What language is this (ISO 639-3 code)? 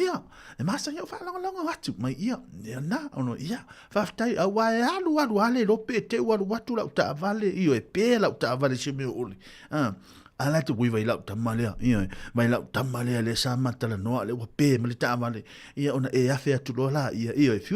smo